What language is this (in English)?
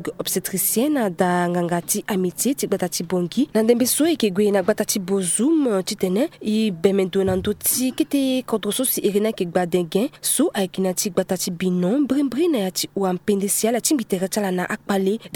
Sango